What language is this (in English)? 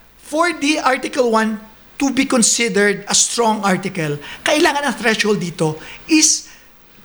Filipino